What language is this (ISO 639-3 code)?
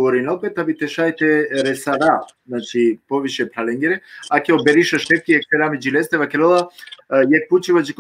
rmn